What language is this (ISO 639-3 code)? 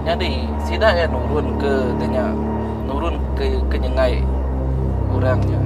iba